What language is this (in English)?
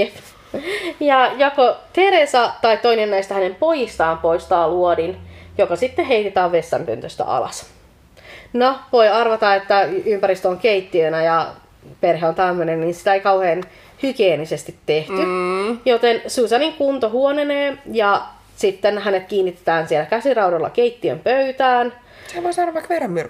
Finnish